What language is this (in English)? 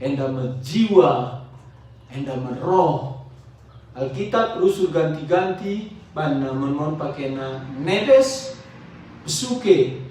Batak Karo